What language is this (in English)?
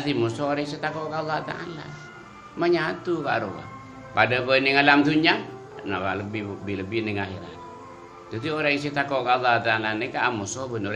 Madurese